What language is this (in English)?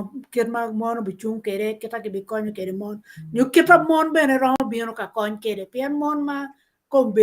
Acoli